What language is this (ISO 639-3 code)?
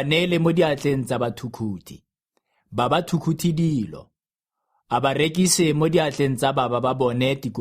tsn